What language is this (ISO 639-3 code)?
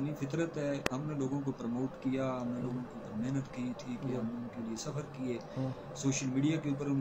urd